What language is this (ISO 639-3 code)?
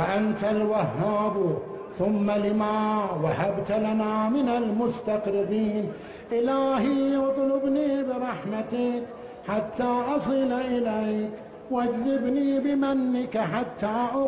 ara